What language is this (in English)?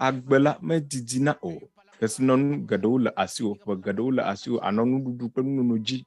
Ewe